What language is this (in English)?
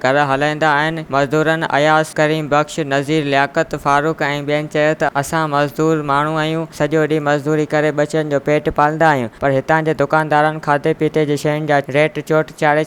Sindhi